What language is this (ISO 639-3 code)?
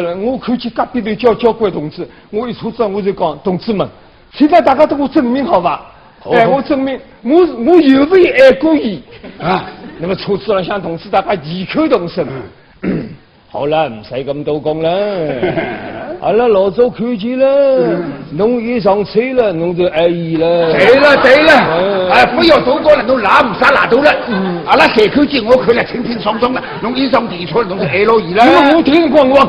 wuu